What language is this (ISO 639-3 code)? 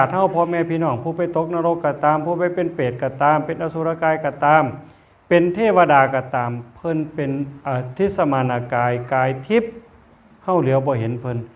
tts